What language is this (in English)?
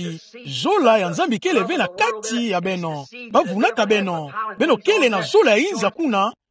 Kituba (Democratic Republic of Congo)